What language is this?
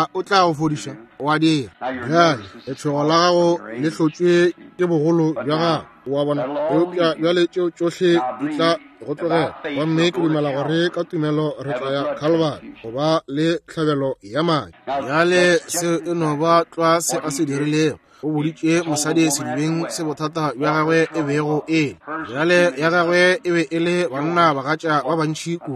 Northern Sotho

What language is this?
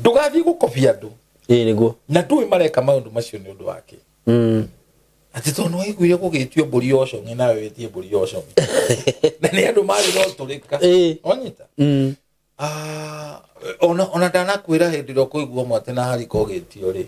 Kikuyu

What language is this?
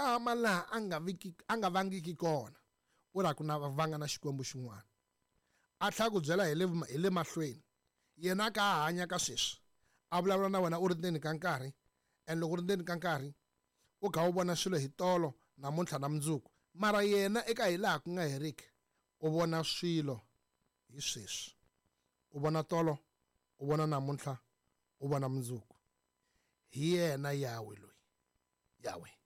Tsonga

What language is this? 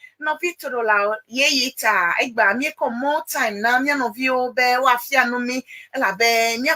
Ewe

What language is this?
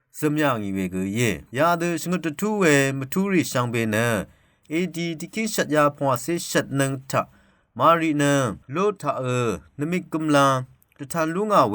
Rawang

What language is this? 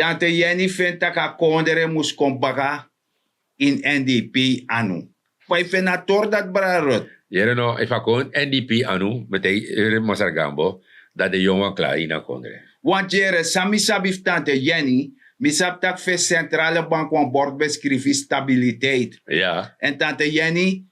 Sranan Tongo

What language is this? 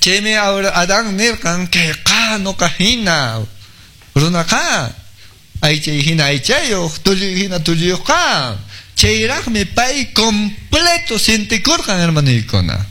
Quechua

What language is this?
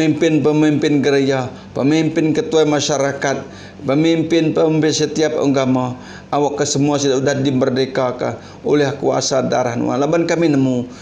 Iban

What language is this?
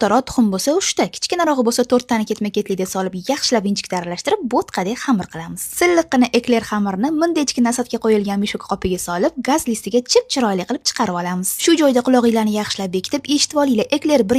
Uzbek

